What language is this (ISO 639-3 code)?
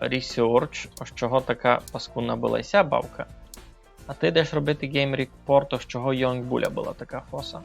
rue